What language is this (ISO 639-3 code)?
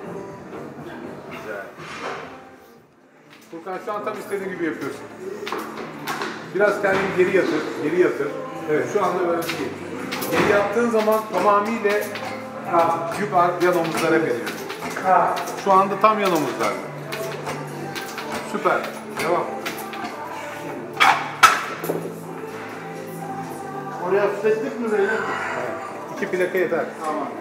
tur